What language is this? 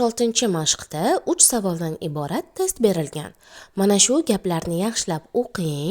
Uzbek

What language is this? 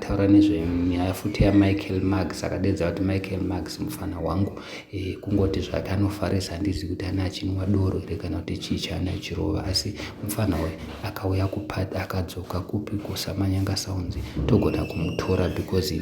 Shona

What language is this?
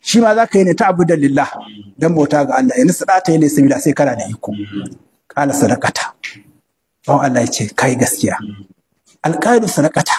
Hausa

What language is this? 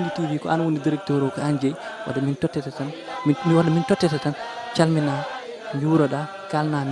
Fula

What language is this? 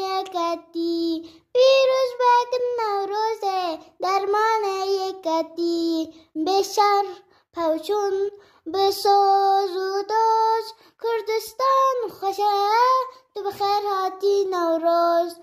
Kurdish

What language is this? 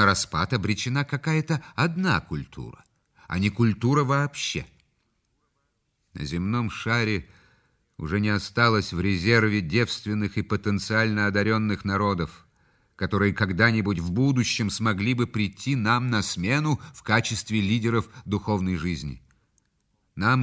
Russian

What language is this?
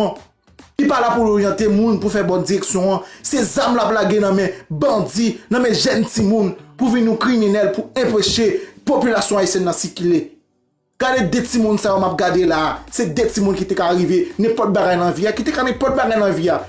Haitian Creole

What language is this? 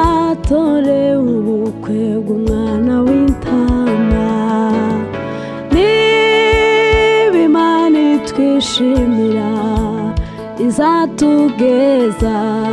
Kinyarwanda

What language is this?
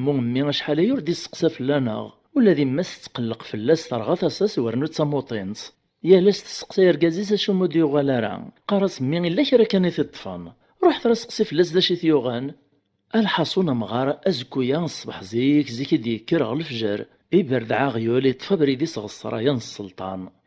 Kabyle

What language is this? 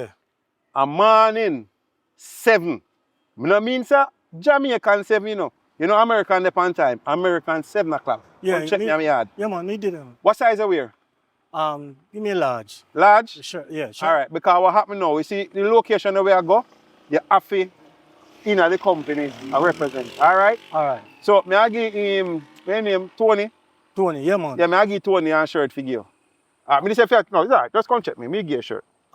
Jamaican Creole English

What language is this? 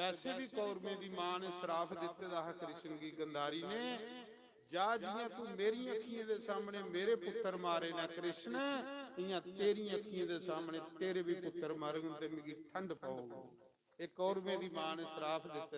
Dogri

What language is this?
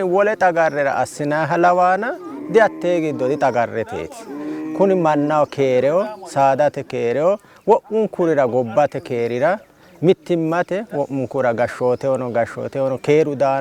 Sidamo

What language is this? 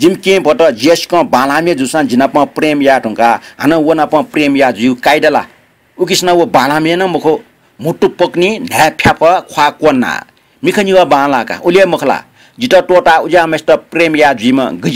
Newari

